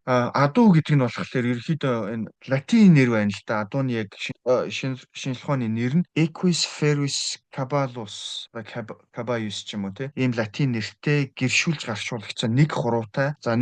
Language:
Mongolian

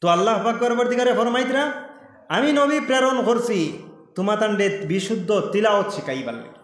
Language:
Sylheti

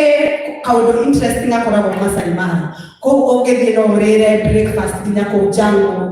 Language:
Kikuyu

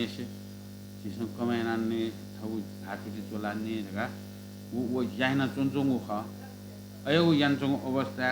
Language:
Newari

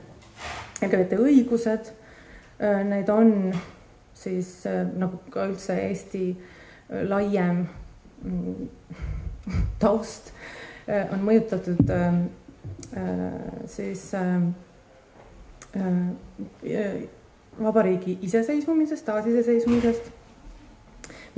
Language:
Estonian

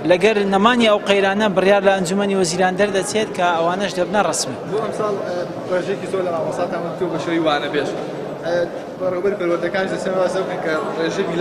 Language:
Central Kurdish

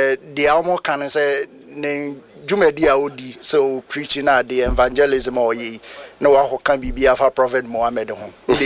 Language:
Akan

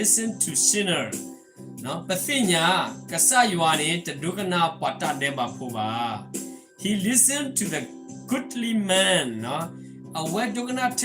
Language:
S'gaw Karen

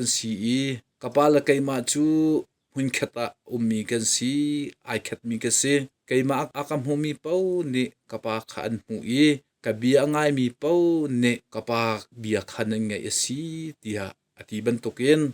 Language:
Hakha Chin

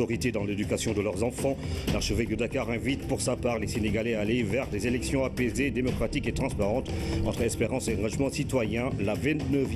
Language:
French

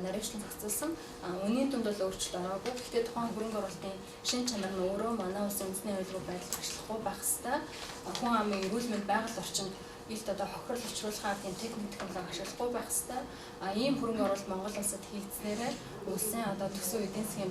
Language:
Mongolian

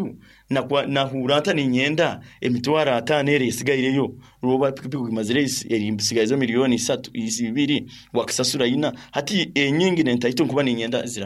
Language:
Nyankole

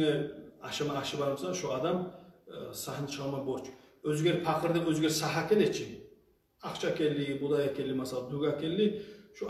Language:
Kumyk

